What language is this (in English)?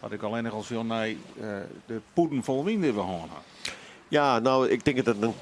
Western Frisian